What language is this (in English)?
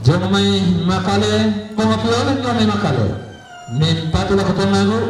Toraja-Sa'dan